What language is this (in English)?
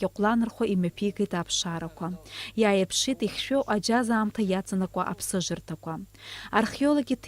Abkhazian